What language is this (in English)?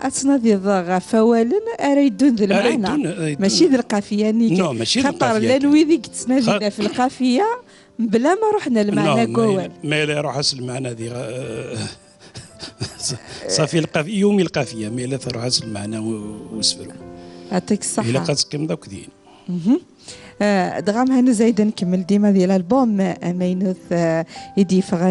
Kabyle